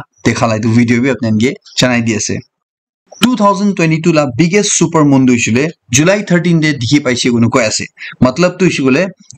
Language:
Naga Pidgin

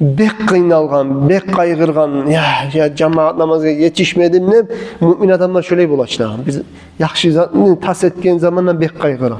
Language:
Kumyk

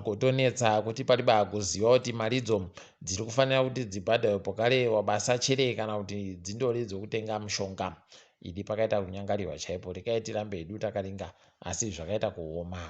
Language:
Ndau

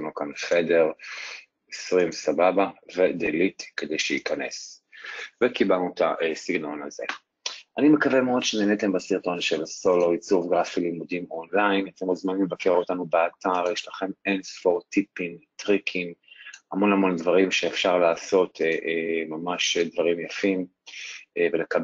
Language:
Hebrew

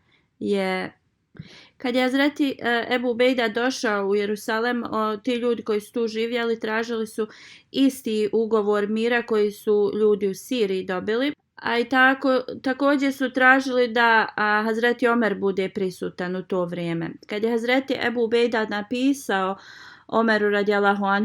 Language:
Bosnian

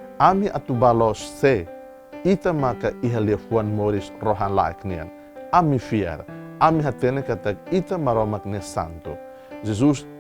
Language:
Tetum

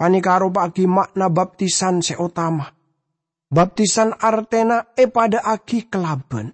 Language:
Madurese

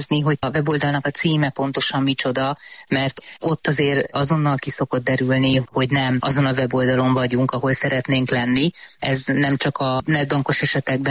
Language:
Hungarian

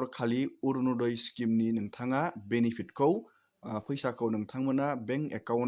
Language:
Bodo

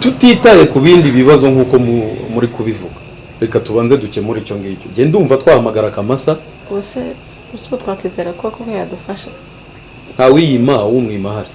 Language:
Kinyarwanda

